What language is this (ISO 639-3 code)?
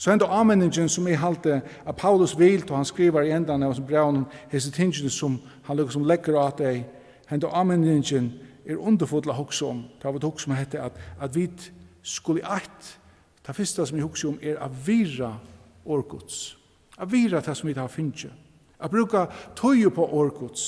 fao